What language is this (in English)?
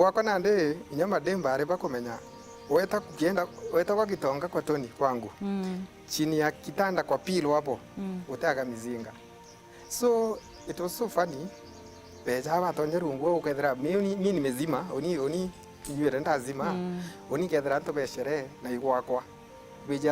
Meru